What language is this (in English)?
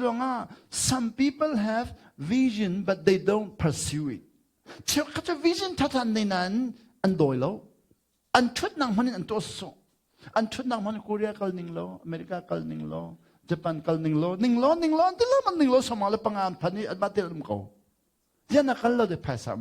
Hakha Chin